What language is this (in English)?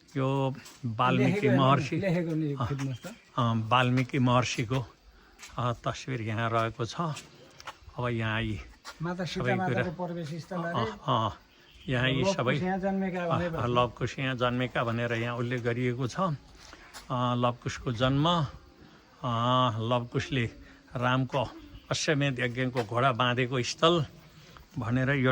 Nepali